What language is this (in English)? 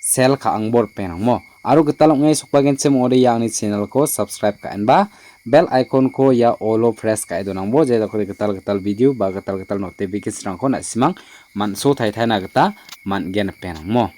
Garo